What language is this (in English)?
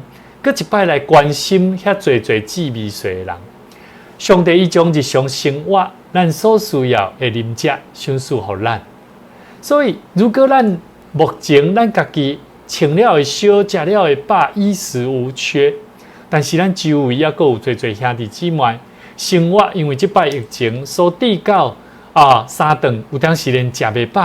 Min Nan Chinese